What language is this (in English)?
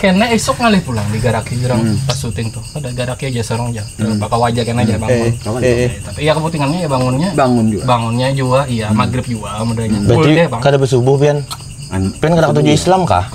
Banjar